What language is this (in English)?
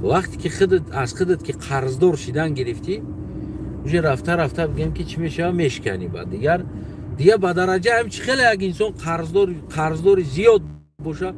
Tajik